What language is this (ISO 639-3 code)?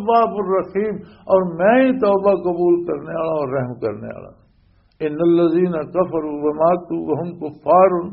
lah